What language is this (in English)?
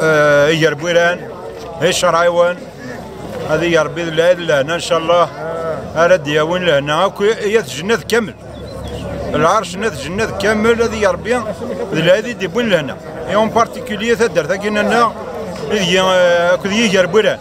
Kabyle